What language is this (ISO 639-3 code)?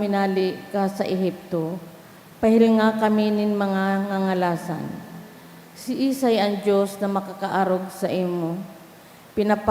bik